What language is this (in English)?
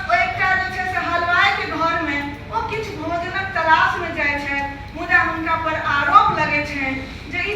Maithili